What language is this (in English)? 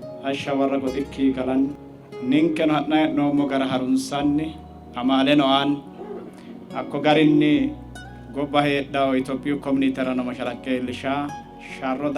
Sidamo